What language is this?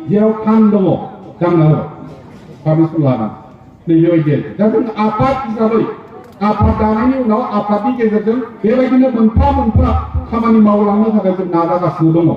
Bodo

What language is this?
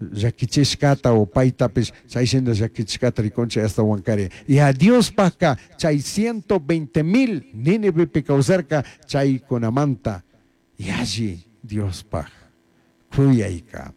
Chimborazo Highland Quichua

